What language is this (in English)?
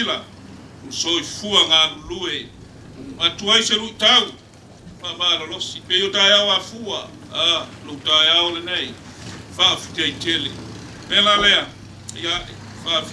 Samoan